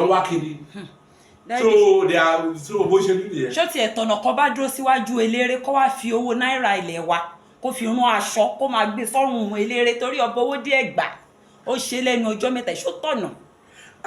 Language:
Yoruba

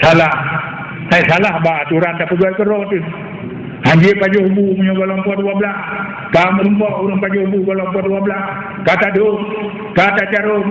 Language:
Achinese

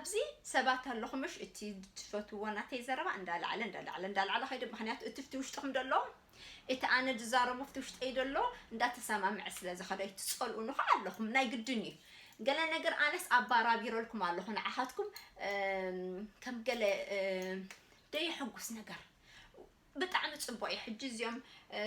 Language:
Tigrinya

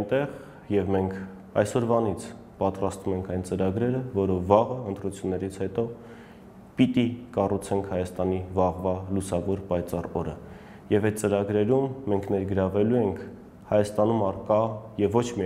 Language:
Armenian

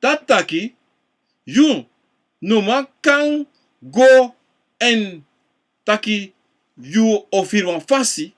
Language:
Sranan Tongo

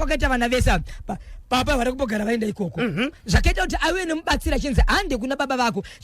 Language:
Shona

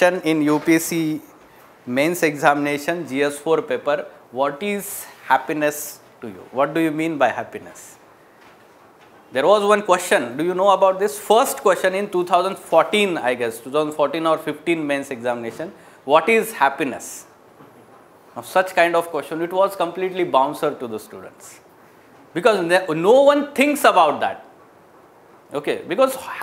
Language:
English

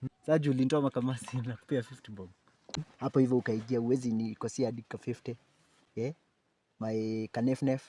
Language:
Swahili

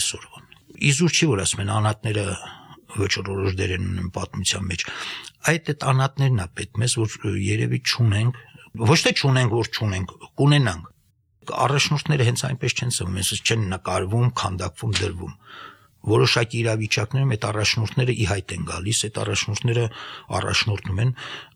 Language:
Armenian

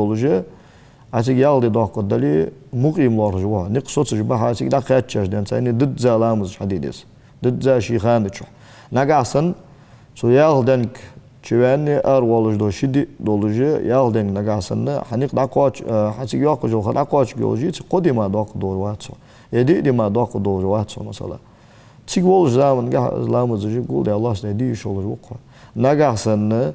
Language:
Ingush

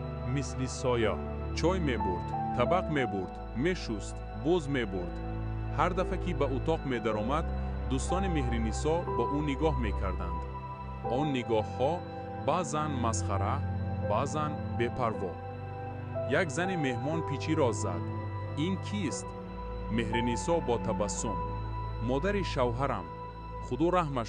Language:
Tajik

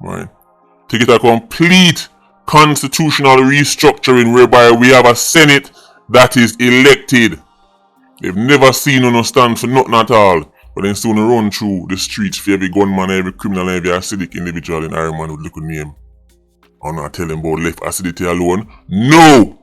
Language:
Jamaican Creole English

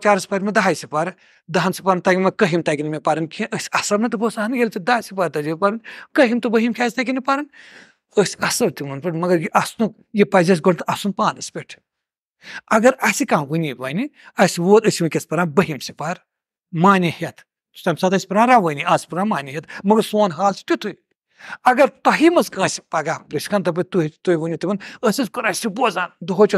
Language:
Kashmiri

